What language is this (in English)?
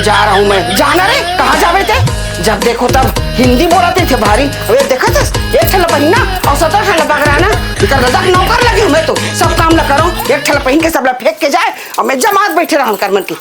Chhattisgarhi